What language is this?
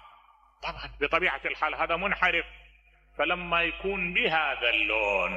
Mesopotamian Arabic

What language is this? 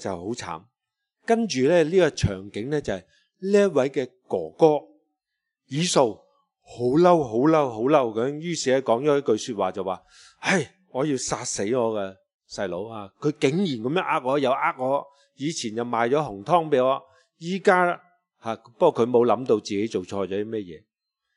Cantonese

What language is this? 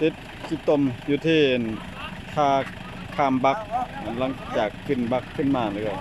Lao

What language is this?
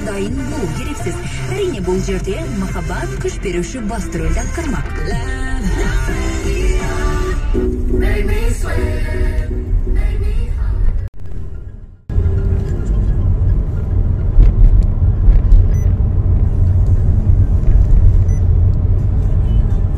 Kazakh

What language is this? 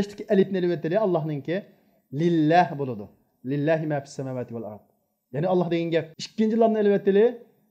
Uyghur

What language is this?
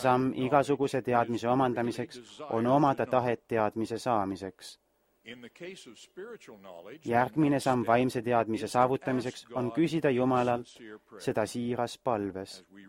Estonian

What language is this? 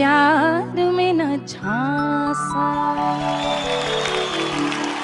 Bhojpuri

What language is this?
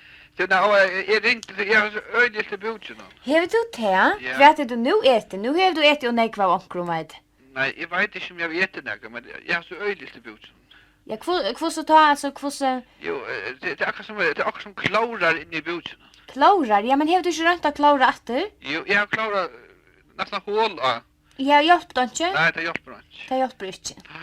Faroese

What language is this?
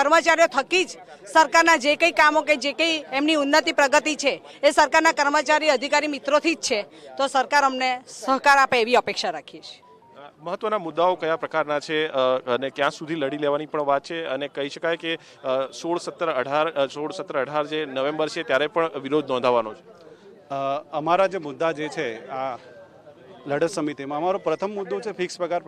Gujarati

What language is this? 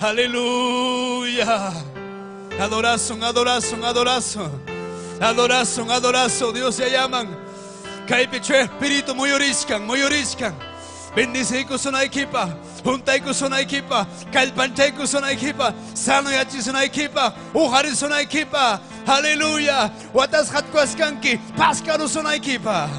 Ayacucho Quechua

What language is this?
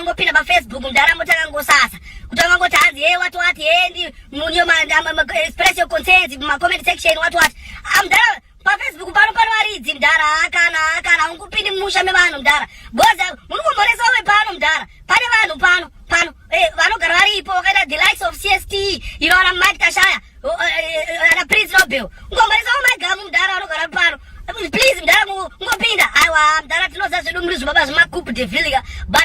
Shona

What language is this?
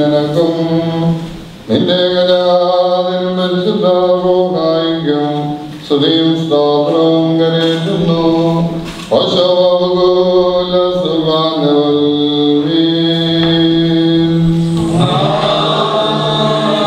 Malayalam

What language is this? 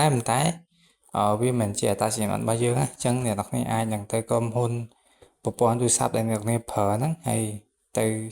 Khmer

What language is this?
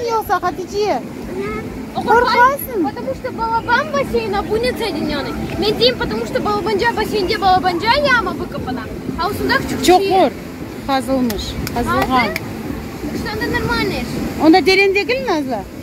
Crimean Tatar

